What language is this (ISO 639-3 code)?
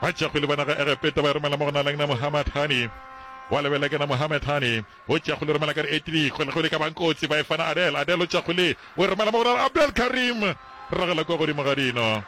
nso